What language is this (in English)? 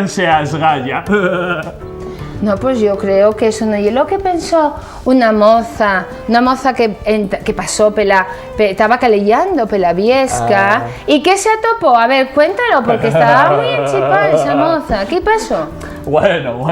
Asturian